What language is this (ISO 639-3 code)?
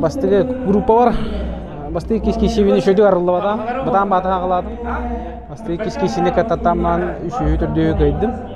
sah